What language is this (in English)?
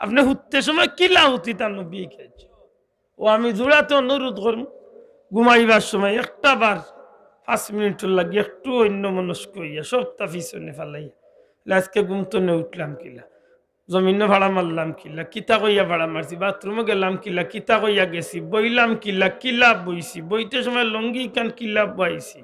Sylheti